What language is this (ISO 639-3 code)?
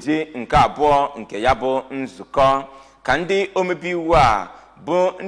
ibo